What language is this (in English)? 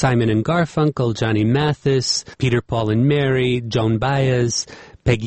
Belarusian